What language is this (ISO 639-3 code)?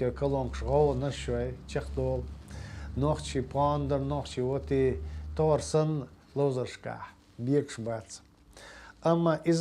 che